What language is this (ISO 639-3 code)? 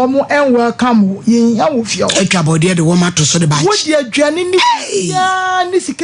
aka